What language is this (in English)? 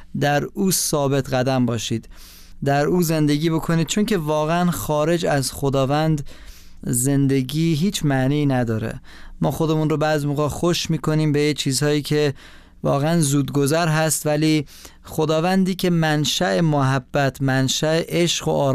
Persian